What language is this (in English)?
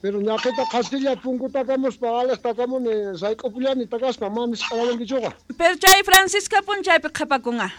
South Bolivian Quechua